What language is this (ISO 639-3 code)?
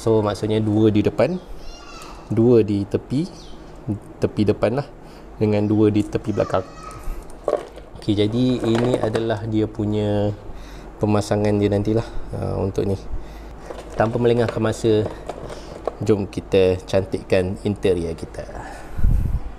msa